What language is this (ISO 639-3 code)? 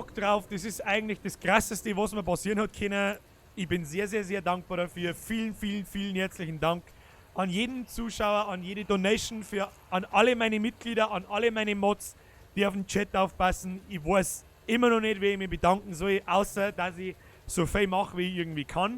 bar